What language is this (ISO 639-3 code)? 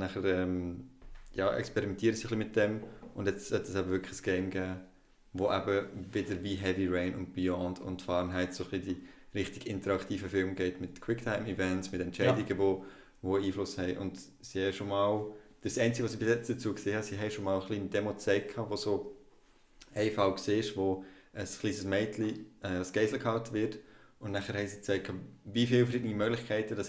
gsw